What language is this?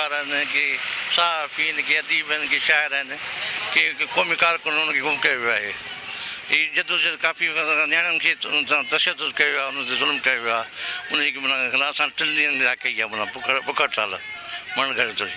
Sindhi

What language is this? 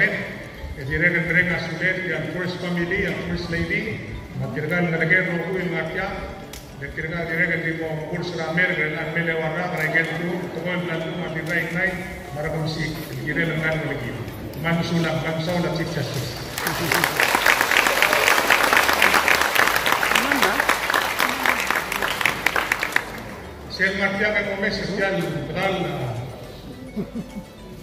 Filipino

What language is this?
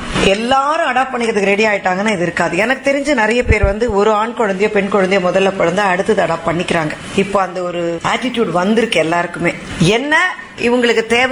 Tamil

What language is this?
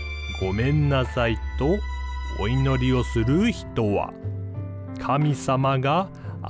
Japanese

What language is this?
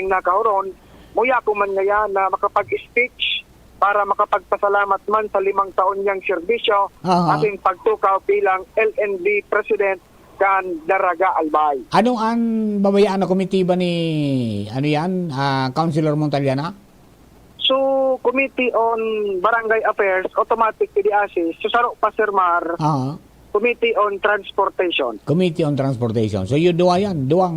Bikol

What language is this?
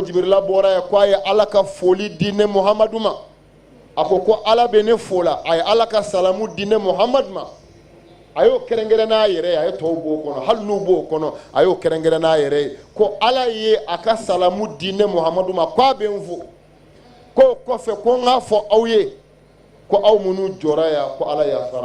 Bambara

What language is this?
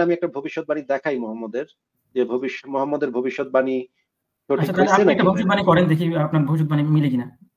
Bangla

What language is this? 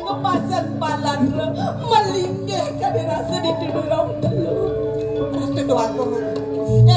Balinese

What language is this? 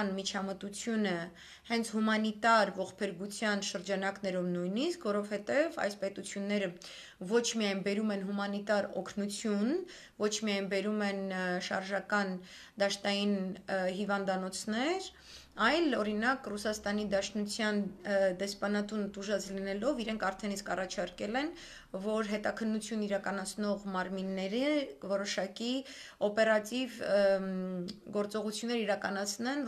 Armenian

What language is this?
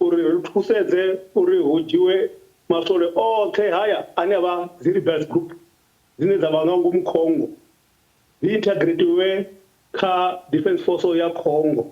Venda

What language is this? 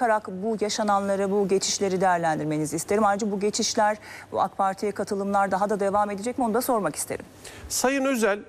Turkish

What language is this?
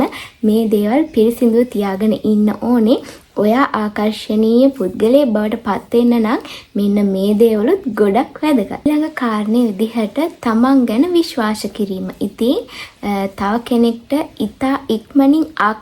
Sinhala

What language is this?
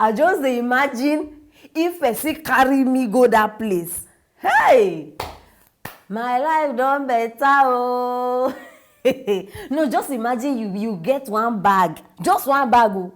Nigerian Pidgin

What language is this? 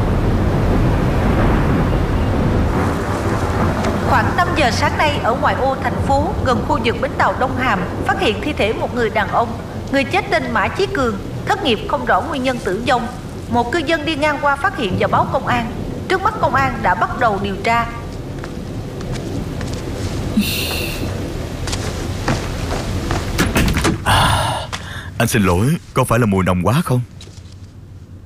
Vietnamese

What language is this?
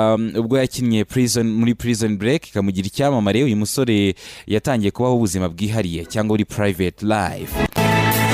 Kinyarwanda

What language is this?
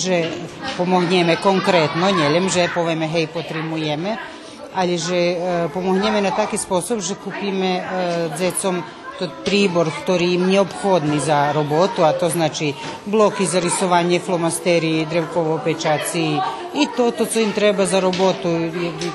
Rusyn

